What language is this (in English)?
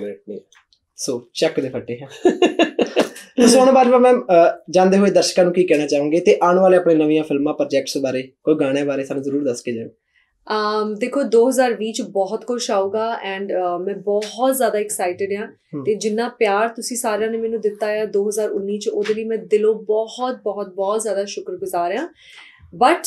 Punjabi